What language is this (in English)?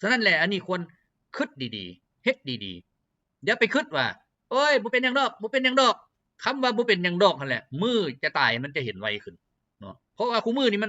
Lao